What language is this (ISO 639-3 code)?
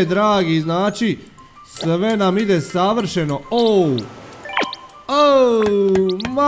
hrv